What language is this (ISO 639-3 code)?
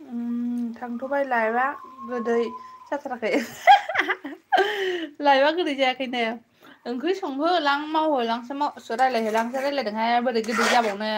brx